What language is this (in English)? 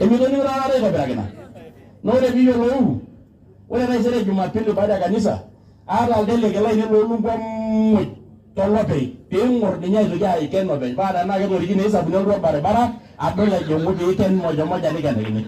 Masai